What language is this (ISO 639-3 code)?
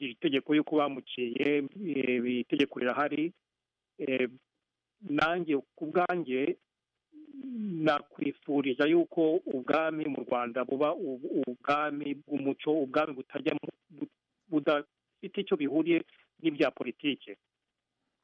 kin